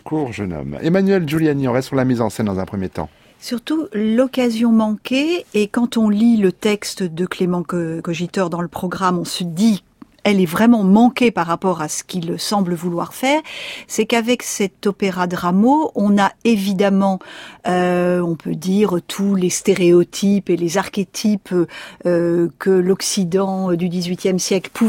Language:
French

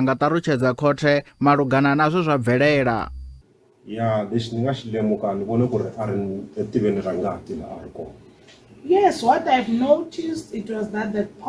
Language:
Venda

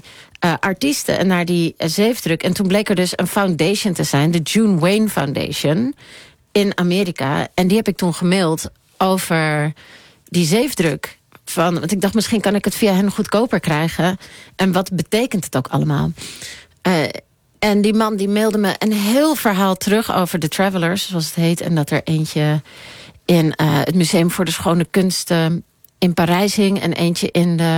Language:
Dutch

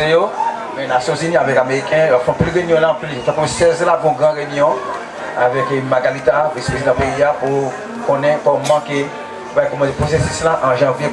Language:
Haitian Creole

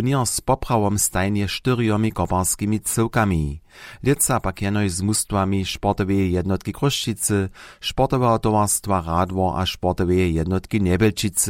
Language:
Upper Sorbian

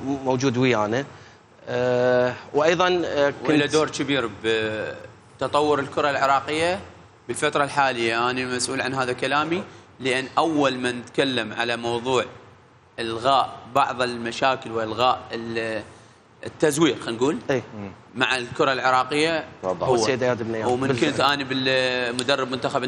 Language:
Mesopotamian Arabic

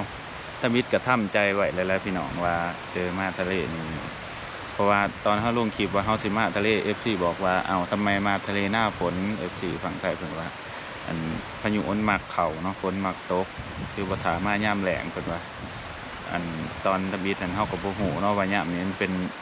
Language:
Lao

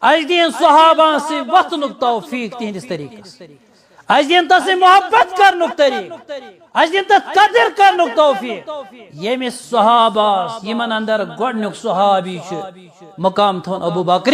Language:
Kashmiri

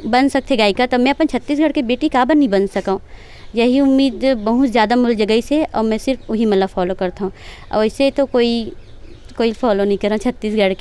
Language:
Chhattisgarhi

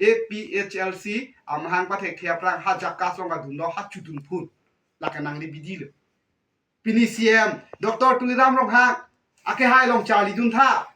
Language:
Karbi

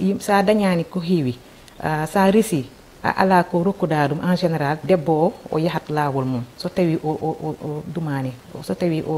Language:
Fula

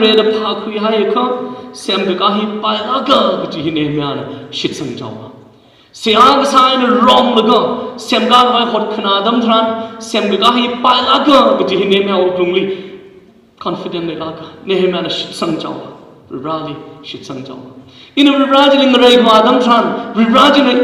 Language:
Tangkhul Naga (India)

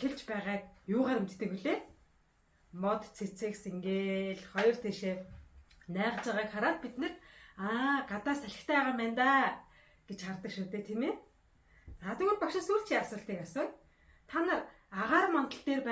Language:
Mongolian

